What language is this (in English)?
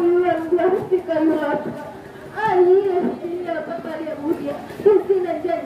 Minangkabau